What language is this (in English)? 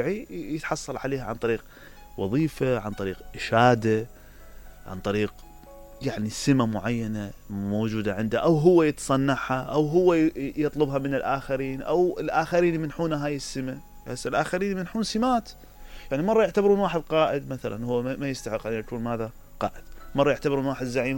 Mesopotamian Arabic